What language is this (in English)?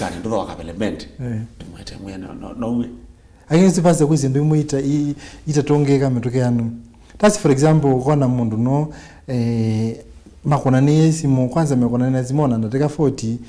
Kamba